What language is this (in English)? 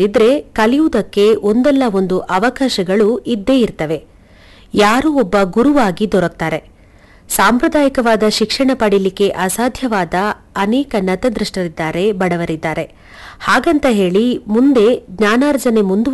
Kannada